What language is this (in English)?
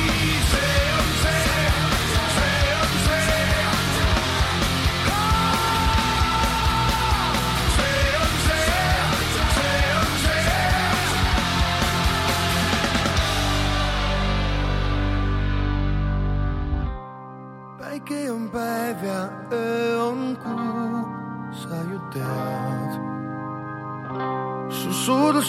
Estonian